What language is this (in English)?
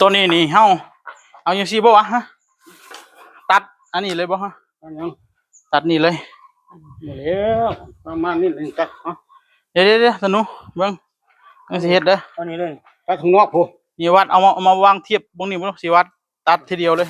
Northeastern Thai